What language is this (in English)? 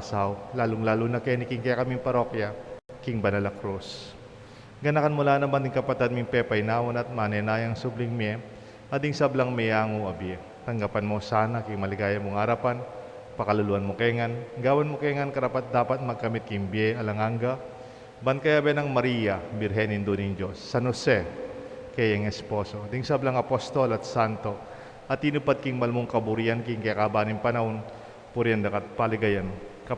Pampanga